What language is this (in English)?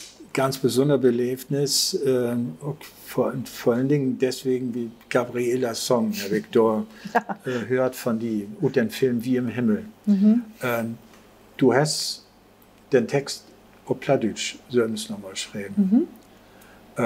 Low German